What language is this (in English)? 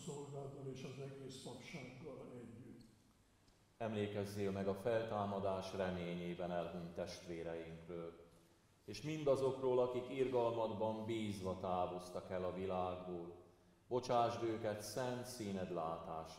Hungarian